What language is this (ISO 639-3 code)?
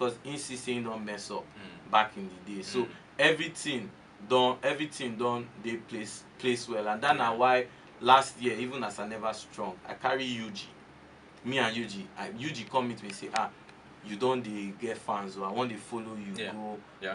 pcm